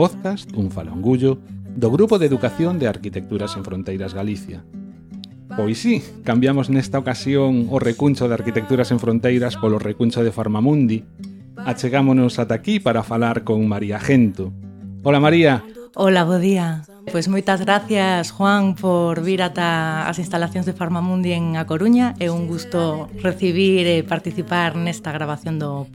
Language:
Galician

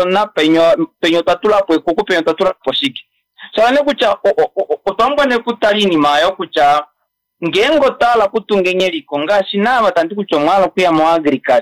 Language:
Kuanyama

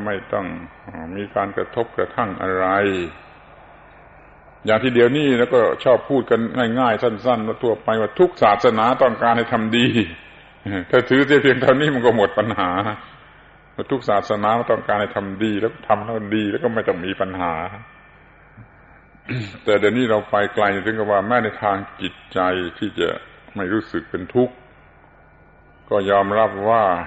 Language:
Thai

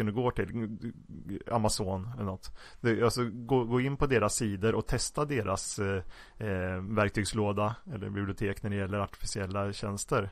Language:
Swedish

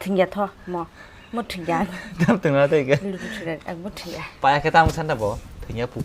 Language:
Kok Borok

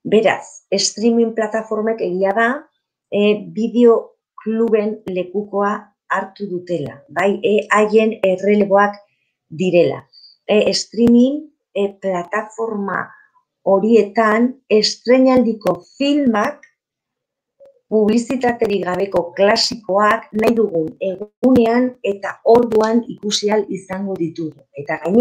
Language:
Basque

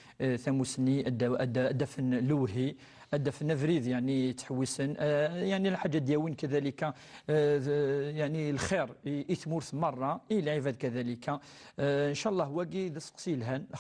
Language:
Kabyle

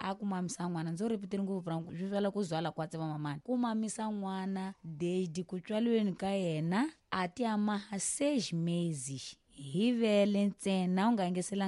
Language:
Tsonga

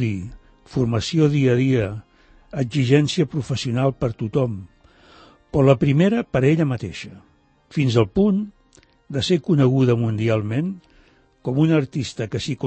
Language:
Catalan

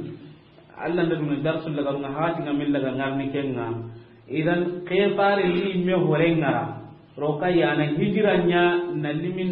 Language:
Soninke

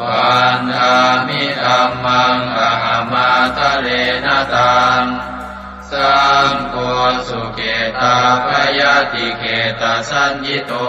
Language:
Pali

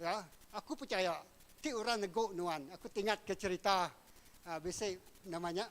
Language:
Iban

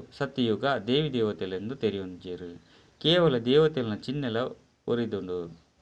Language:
Tulu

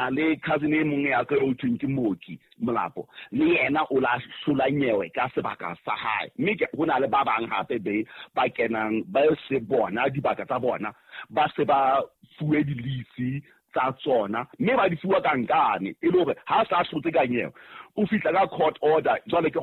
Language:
Southern Sotho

